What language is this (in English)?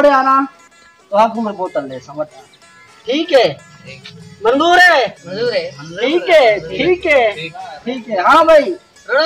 Saraiki